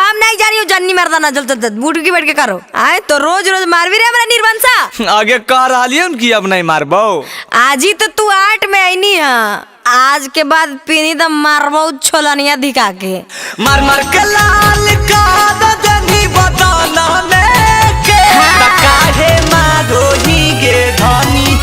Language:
Magahi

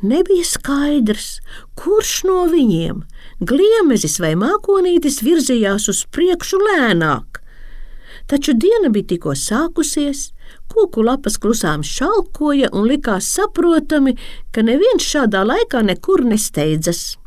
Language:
Latvian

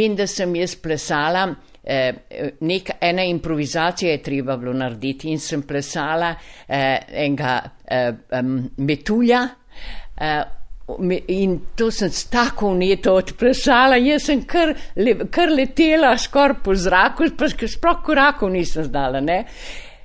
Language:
Slovenian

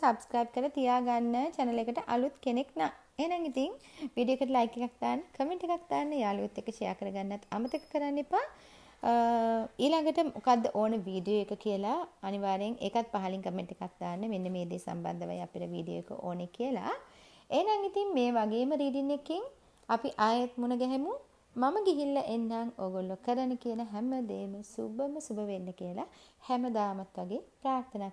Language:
Sinhala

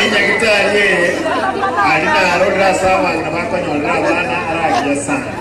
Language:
Gusii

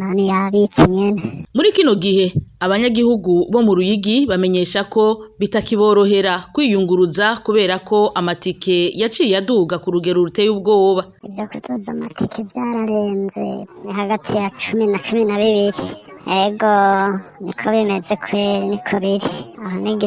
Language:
Rundi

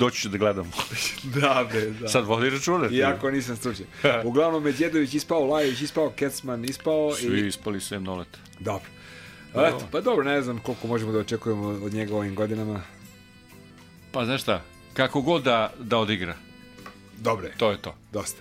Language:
Serbian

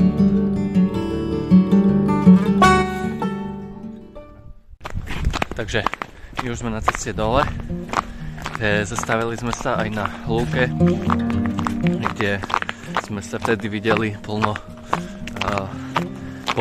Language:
Slovak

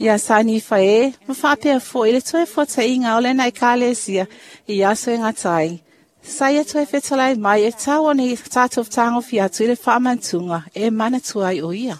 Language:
Samoan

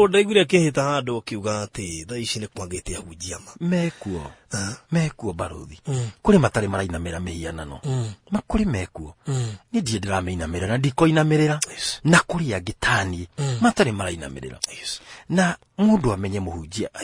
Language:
Kikuyu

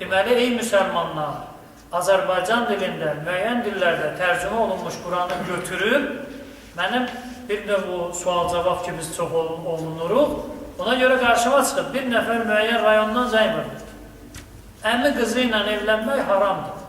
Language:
Azerbaijani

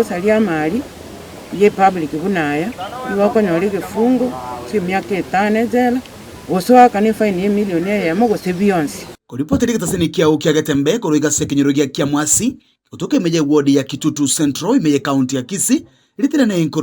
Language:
Gusii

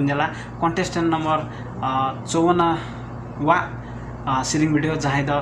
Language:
Santali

